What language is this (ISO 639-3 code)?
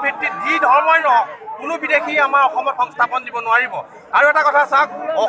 asm